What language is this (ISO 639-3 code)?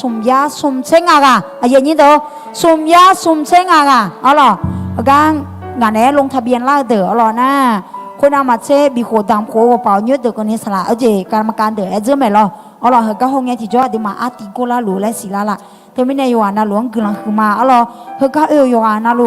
ahk